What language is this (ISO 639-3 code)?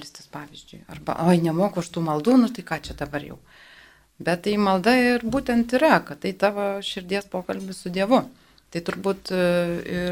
lit